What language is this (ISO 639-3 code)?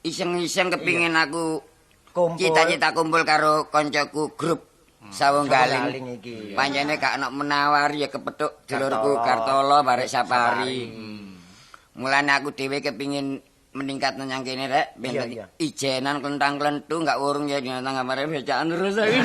jav